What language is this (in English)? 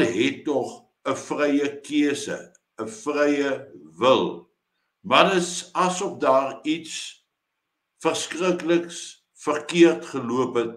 Afrikaans